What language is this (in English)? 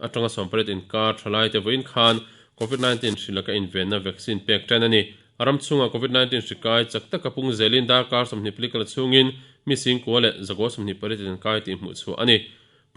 Mizo